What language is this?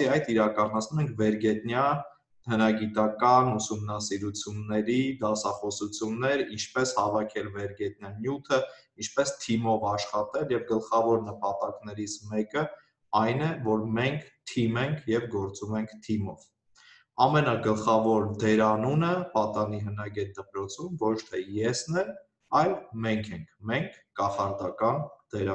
Armenian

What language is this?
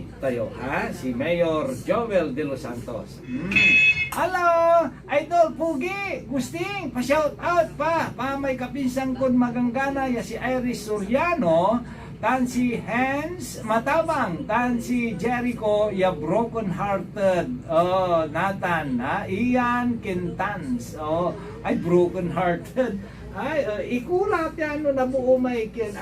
Pangasinan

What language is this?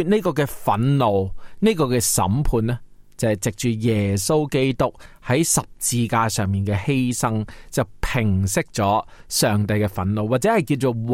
Cantonese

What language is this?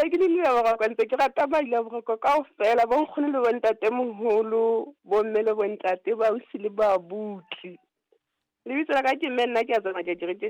Southern Sotho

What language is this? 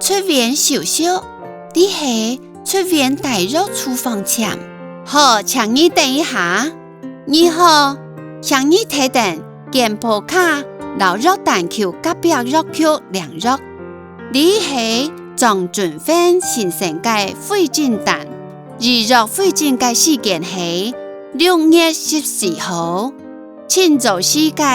Hakka Chinese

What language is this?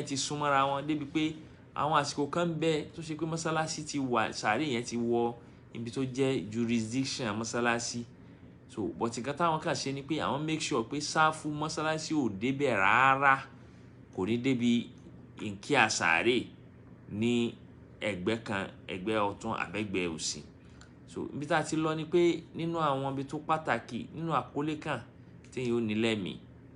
Yoruba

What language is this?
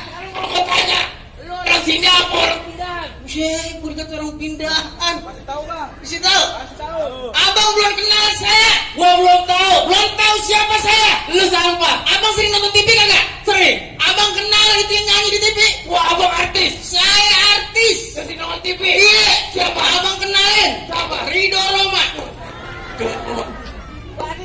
Betawi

